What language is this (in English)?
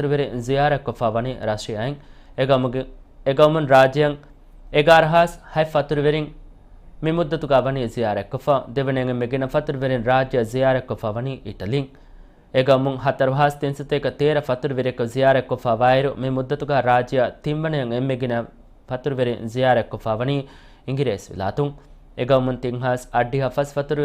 Divehi